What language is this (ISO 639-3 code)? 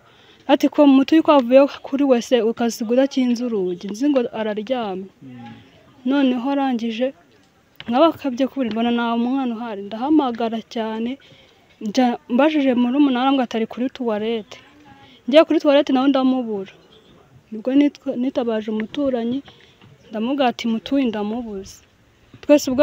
kin